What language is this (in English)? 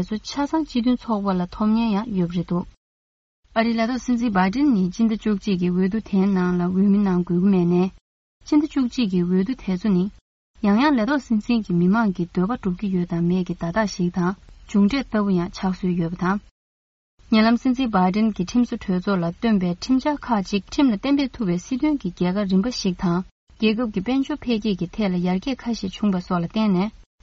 Tibetan